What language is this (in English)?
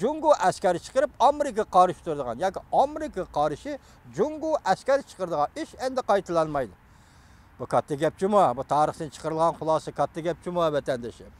Uyghur